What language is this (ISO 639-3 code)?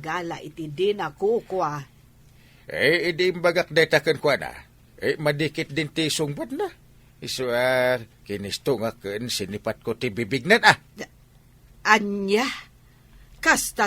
ilo